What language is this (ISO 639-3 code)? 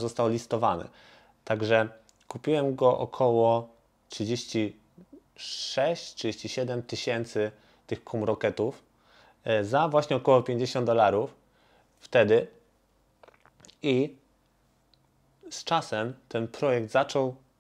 pol